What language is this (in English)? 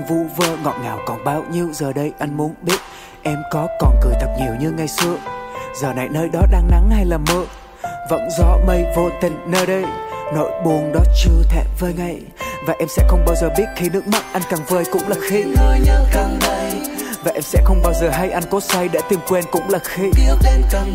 Vietnamese